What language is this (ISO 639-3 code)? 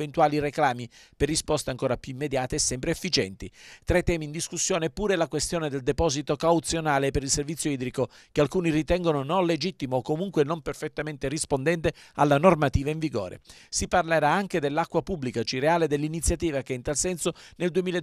ita